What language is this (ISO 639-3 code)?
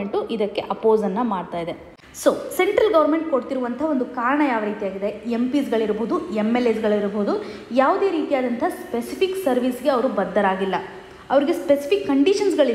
kan